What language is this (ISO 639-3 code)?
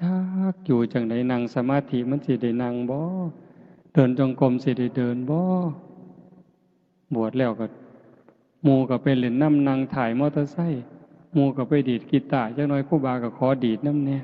tts